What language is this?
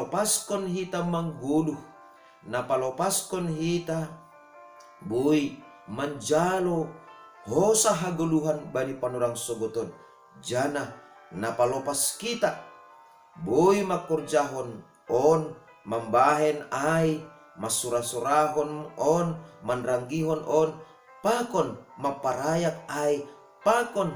Batak Simalungun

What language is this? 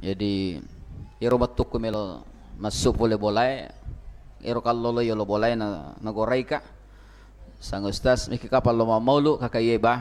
Buginese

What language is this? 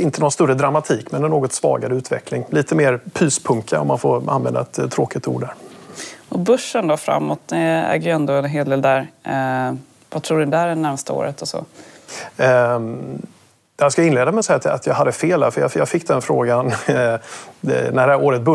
Swedish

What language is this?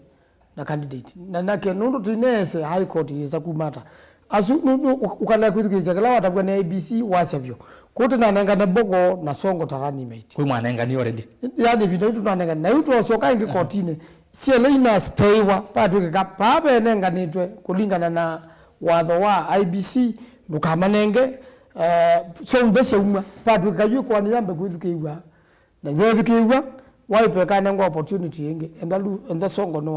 Kamba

